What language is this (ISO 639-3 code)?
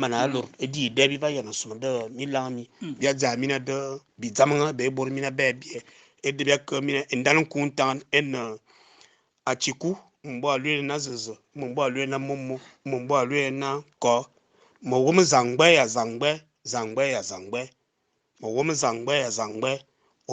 fan